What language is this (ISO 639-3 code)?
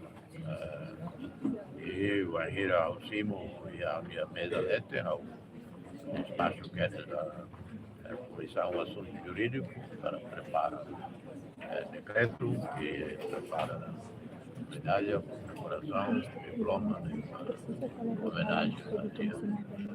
tet